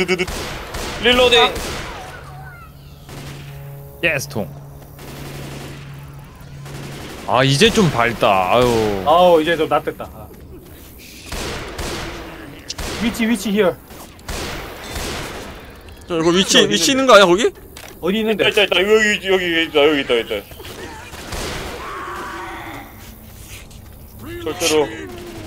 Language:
Korean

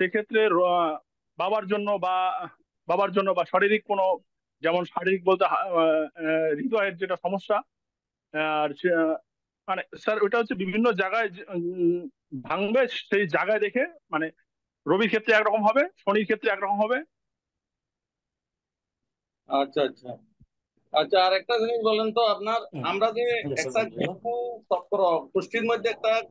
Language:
Bangla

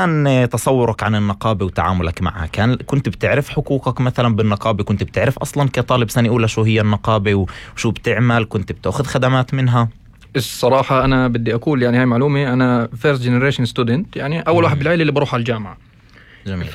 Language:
North Levantine Arabic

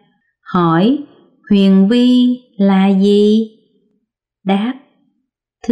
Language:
Vietnamese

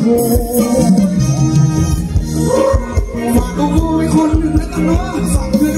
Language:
Thai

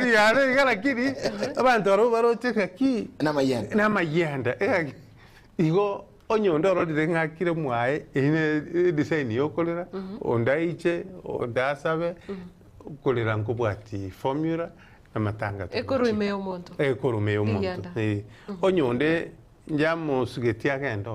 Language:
Gusii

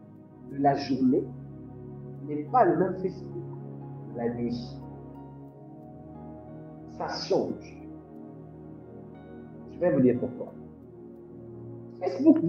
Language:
French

